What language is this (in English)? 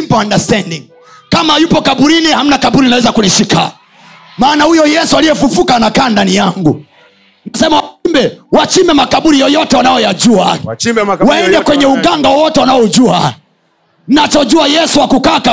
Swahili